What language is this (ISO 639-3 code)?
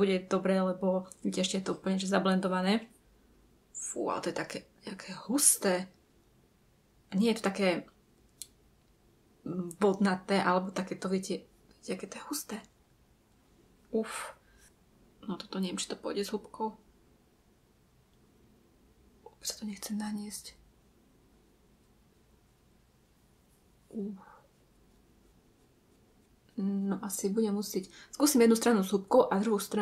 slk